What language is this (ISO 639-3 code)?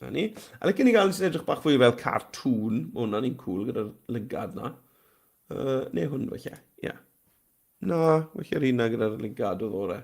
cym